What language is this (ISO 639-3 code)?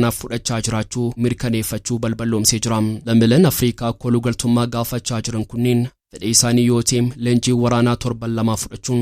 orm